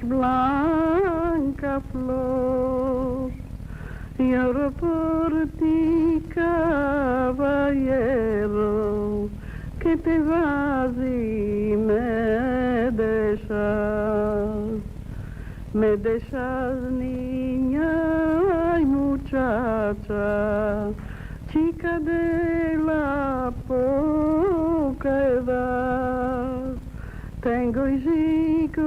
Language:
Ladino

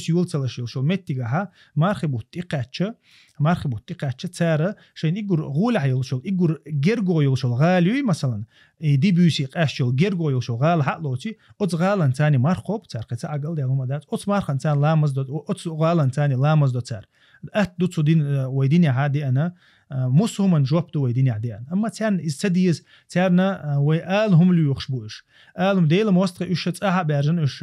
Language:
Chechen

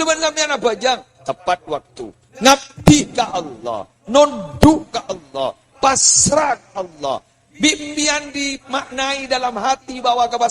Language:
Madurese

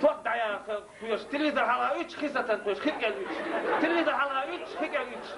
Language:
Chechen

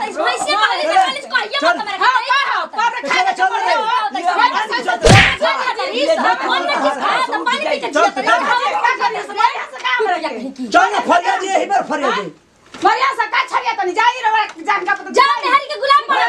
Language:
Bhojpuri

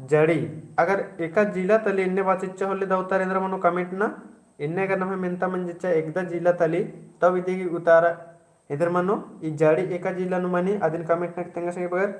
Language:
Kurukh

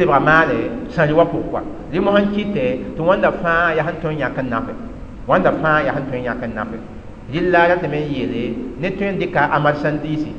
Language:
Mossi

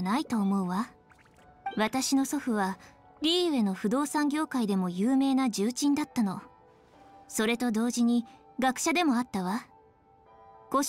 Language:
Japanese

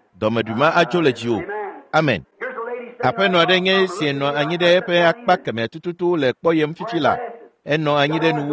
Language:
Ewe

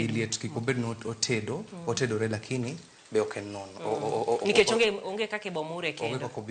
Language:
Luo (Kenya and Tanzania)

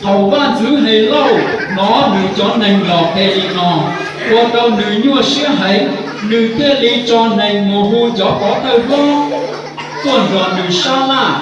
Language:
Hmong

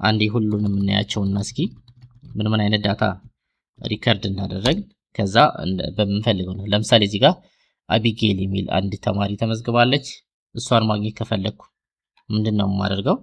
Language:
Amharic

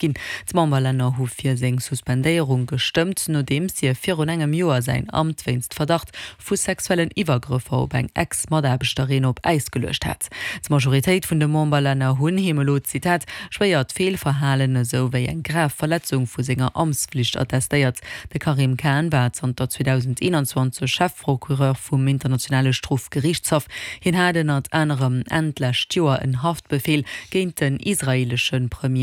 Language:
Luxembourgish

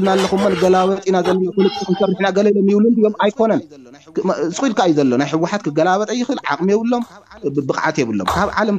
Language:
Tigrinya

